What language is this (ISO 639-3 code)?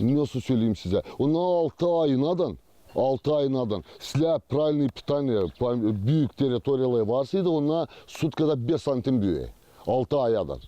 gag